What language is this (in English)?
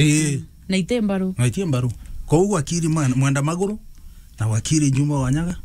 Meru